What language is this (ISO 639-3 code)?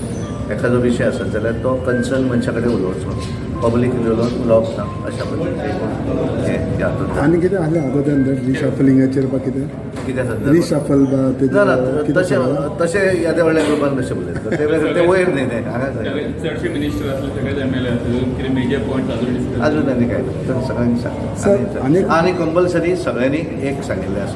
kok